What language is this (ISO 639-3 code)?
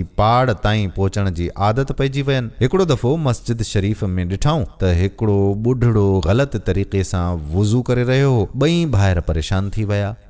snd